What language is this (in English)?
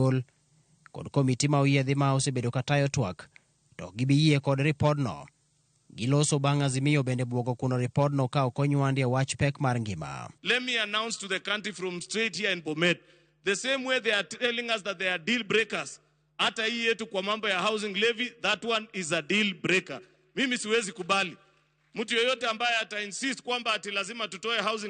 Luo (Kenya and Tanzania)